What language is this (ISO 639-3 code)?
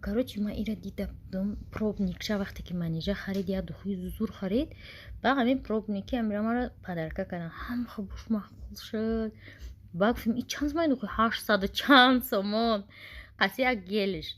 tgk